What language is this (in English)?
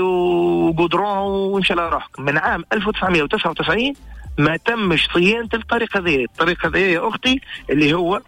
Tunisian Arabic